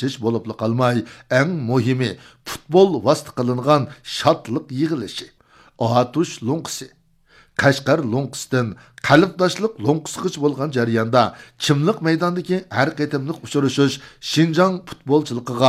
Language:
Uyghur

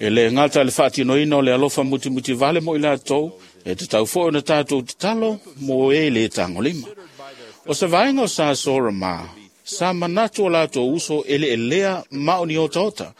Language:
Samoan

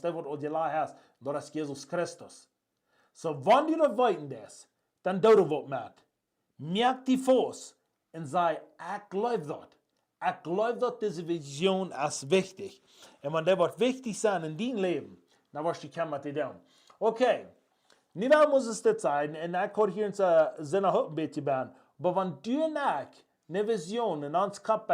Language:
Plautdietsch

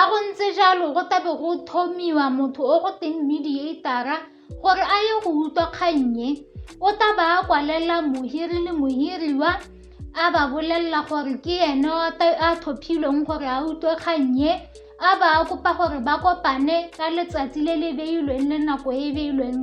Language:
Tswana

